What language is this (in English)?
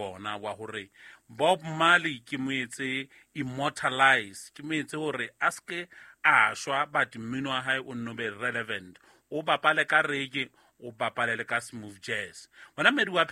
Southern Sotho